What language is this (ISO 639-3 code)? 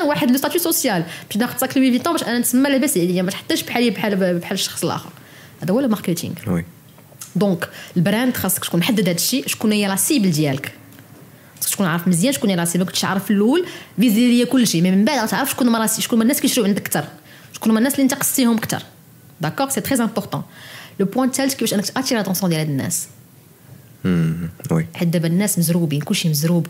ary